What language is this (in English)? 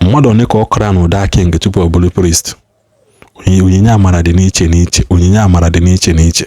Igbo